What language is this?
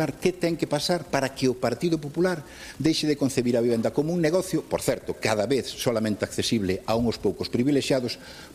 Galician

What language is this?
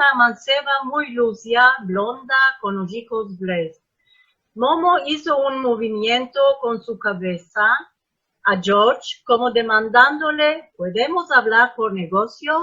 Ladino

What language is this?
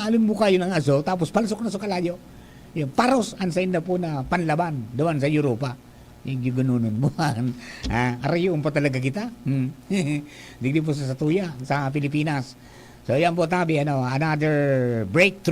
Bikol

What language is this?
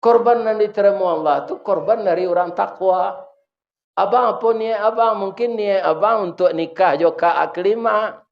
Minangkabau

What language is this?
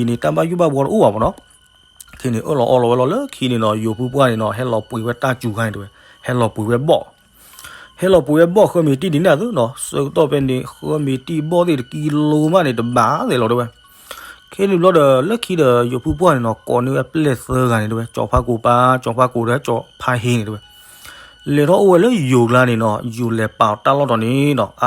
S'gaw Karen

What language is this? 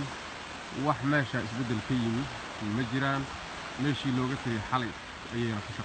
Somali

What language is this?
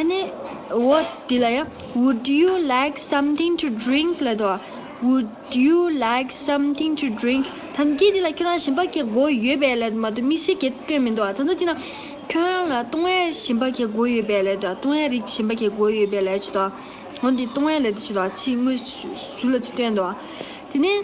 Tibetan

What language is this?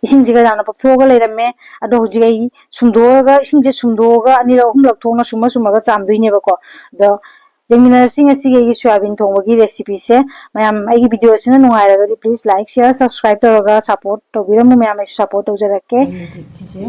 Manipuri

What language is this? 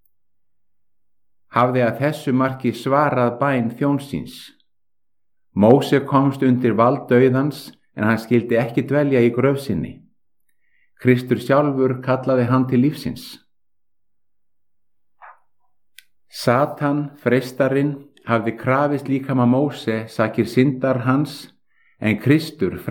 Icelandic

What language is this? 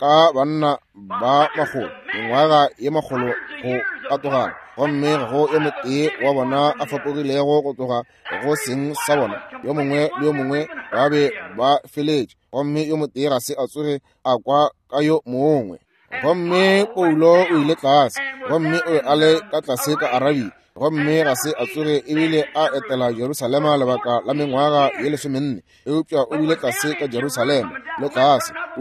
Northern Sotho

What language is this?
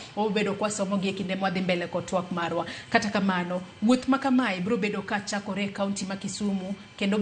Luo (Kenya and Tanzania)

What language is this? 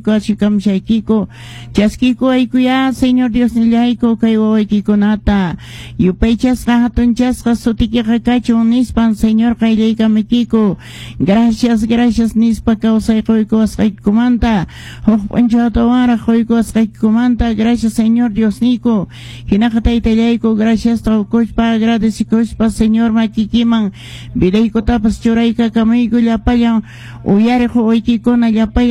Quechua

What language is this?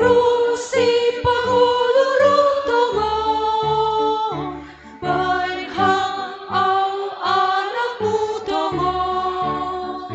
Batak Simalungun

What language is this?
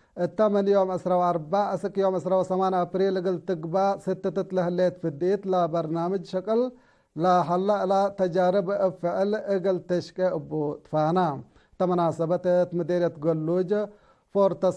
Tigre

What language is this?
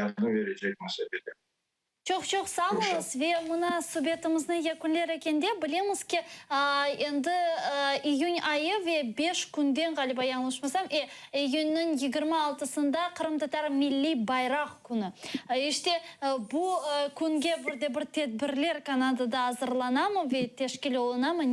Crimean Tatar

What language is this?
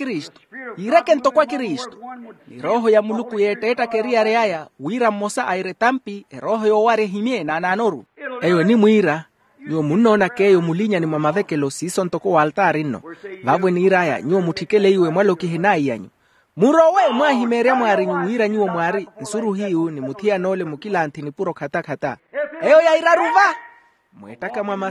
Makhuwa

